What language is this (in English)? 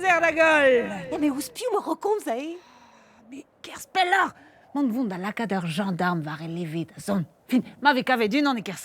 Breton